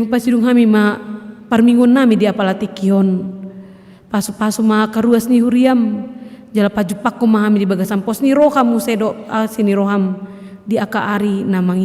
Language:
Batak Toba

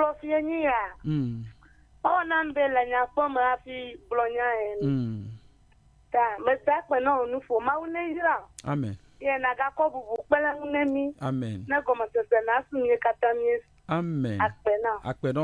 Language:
Ewe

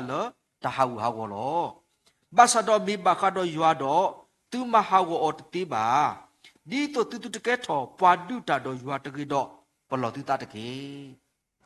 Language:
S'gaw Karen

